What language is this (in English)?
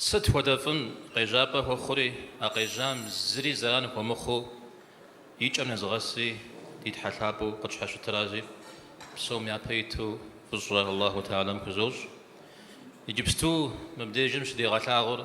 Kabardian